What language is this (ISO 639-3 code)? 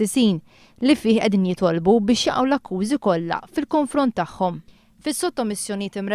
mlt